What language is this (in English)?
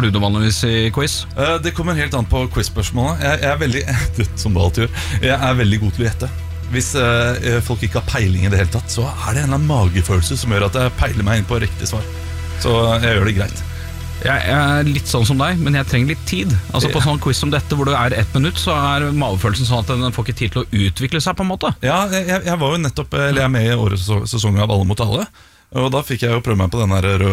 Norwegian